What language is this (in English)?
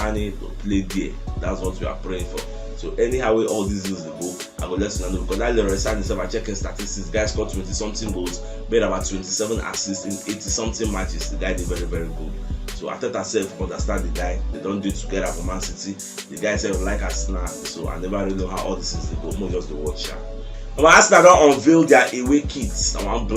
Nigerian Pidgin